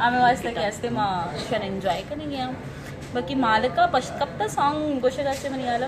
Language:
Baluchi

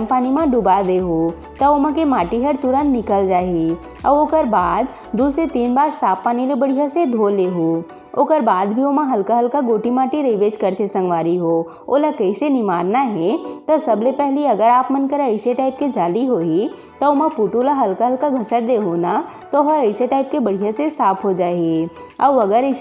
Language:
Chhattisgarhi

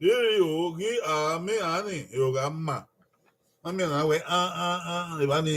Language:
Bini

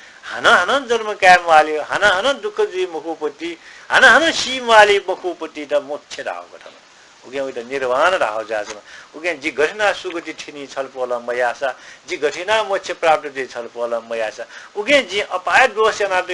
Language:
Newari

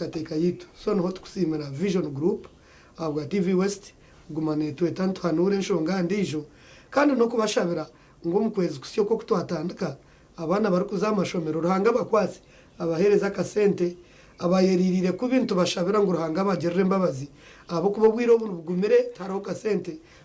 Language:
Nyankole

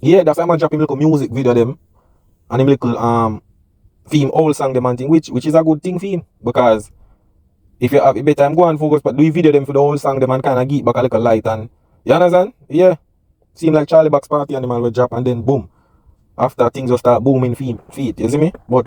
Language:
Jamaican Creole English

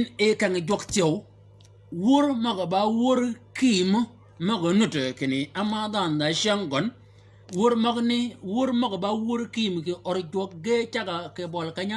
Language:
Shilluk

